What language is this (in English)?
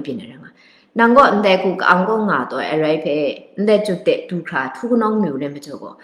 Kachin